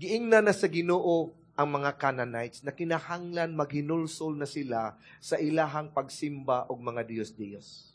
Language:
Cebuano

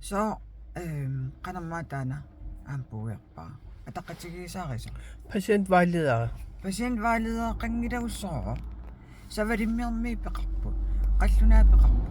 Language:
Kalaallisut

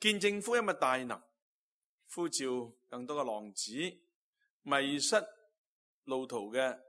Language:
Cantonese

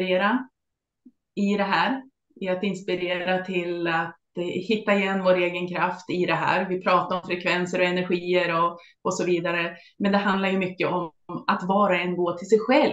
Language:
Swedish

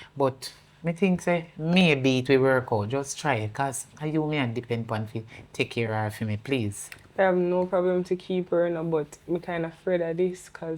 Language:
Jamaican Creole English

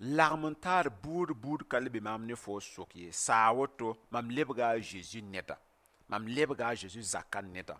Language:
Mossi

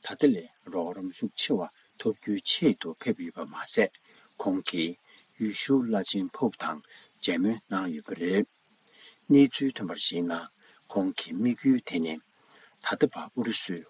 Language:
Tibetan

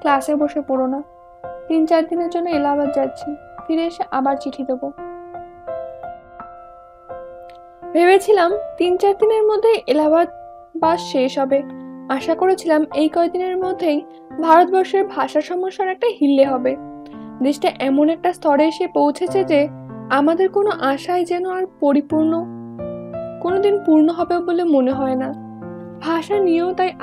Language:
Bangla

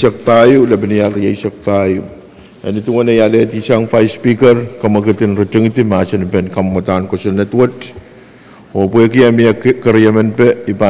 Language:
Pohnpeian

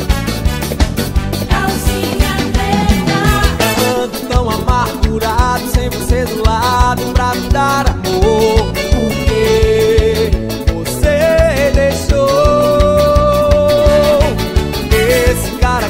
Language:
Portuguese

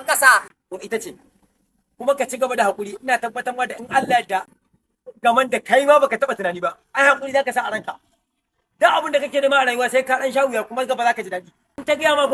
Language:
Hausa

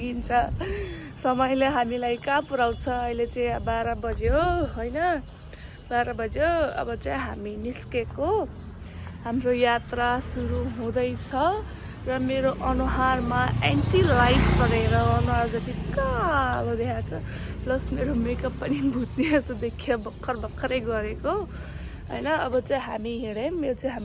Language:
Nepali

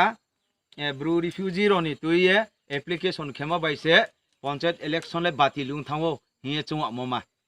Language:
Riang (India)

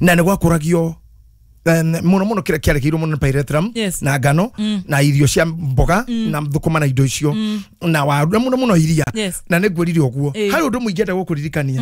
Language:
Kikuyu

